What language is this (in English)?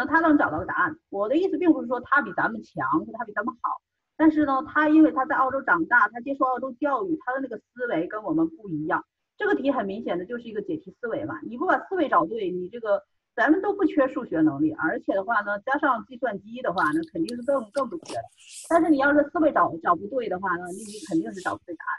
Chinese